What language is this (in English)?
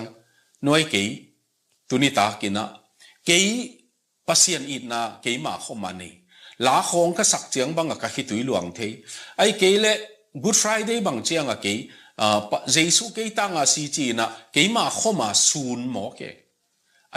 Tedim Chin